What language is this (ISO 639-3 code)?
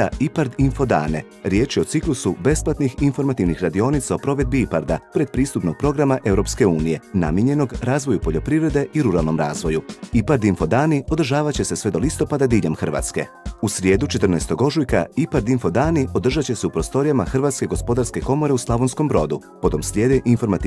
hrv